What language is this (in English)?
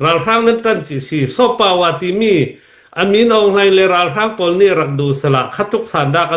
Falam Chin